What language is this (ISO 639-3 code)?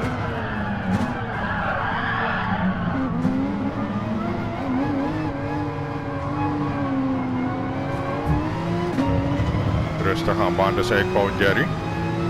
nld